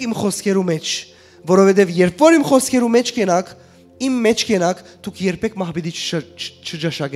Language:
Western Armenian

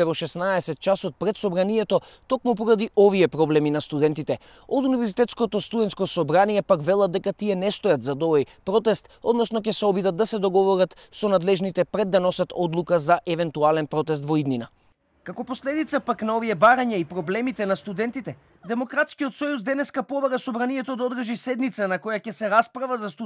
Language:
Macedonian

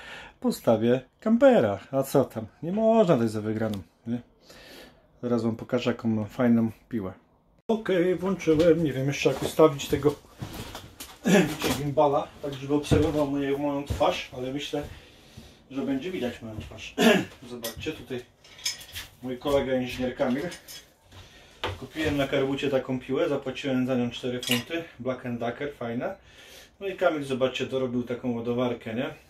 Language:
Polish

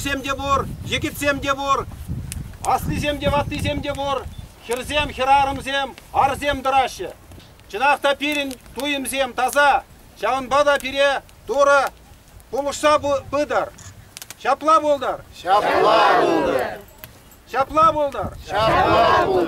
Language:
Chuvash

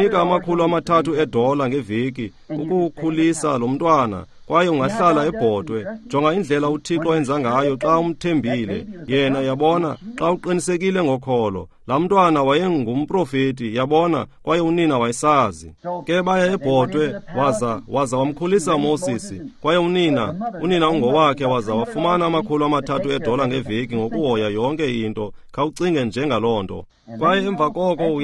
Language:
Xhosa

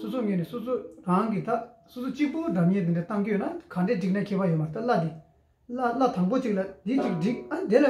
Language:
Tibetan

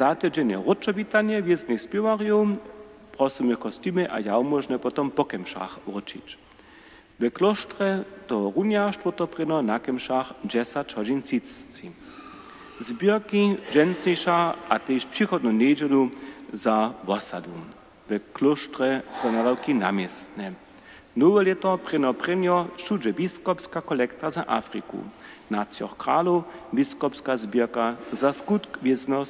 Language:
Upper Sorbian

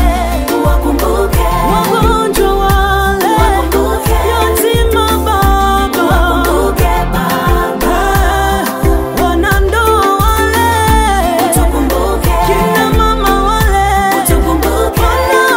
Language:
Swahili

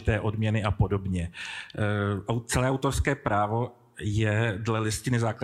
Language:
Czech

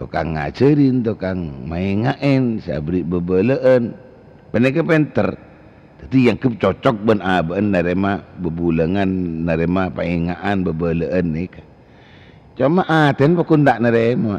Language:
Madurese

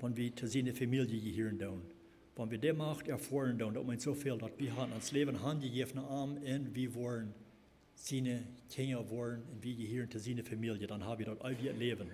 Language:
Plautdietsch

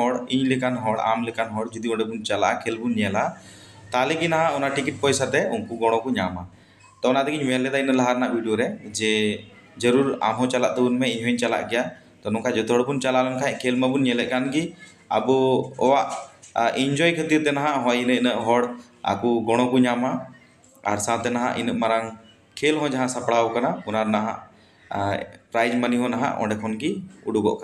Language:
Santali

